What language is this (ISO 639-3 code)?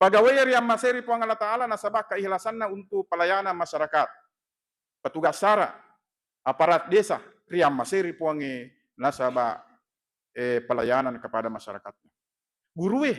bug